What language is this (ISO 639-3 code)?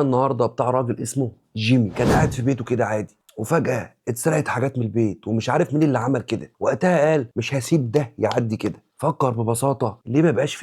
arz